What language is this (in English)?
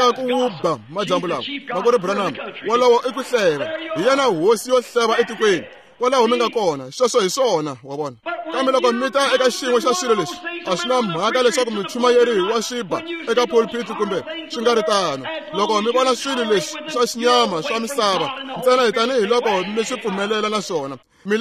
Tsonga